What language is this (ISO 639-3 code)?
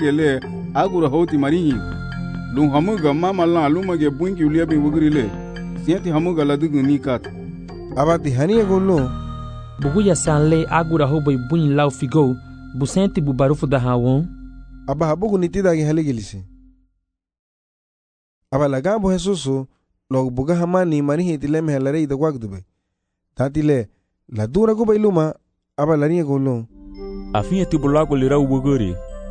cab